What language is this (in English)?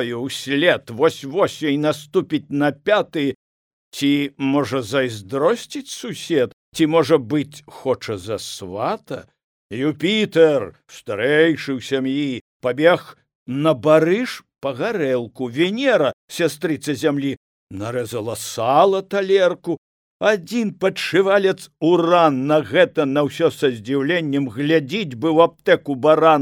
Belarusian